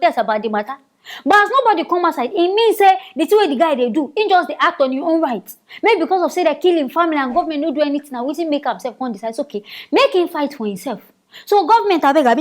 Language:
Nigerian Pidgin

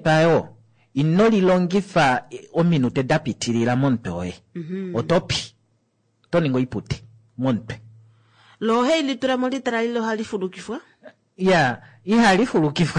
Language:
Kuanyama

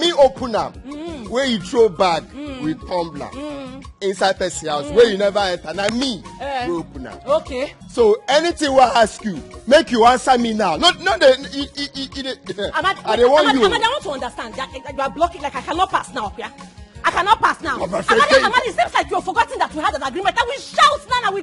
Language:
Nigerian Pidgin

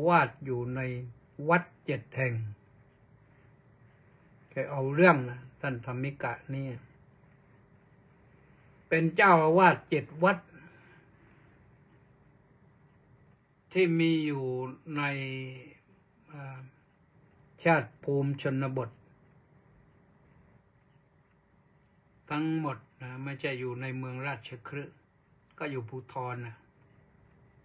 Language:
Thai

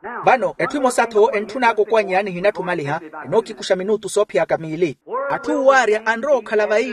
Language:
Makhuwa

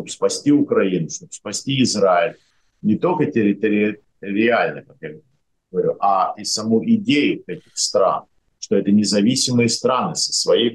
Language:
Russian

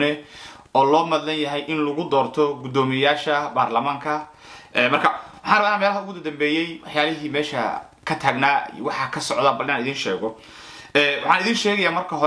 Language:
Somali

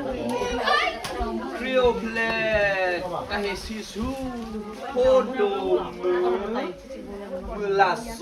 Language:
S'gaw Karen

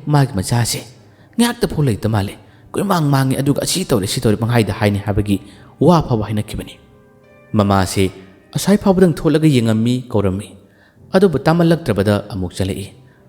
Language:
Manipuri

